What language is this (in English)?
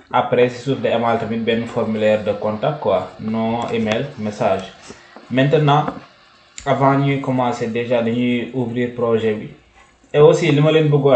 Wolof